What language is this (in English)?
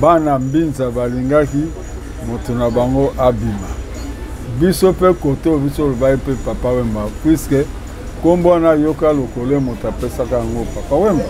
Lingala